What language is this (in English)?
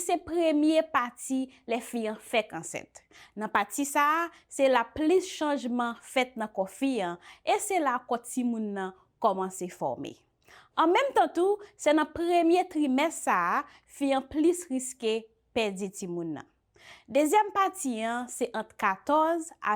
Haitian Creole